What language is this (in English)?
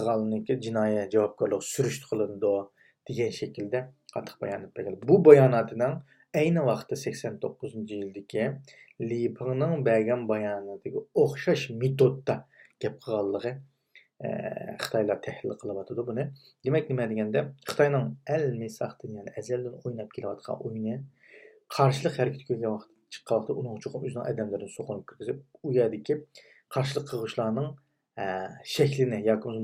Uyghur